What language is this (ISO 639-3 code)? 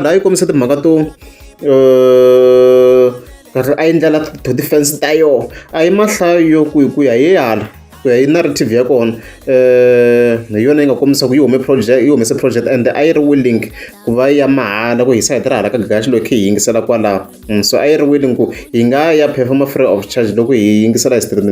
tso